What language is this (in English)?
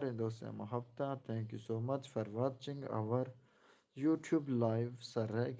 Saraiki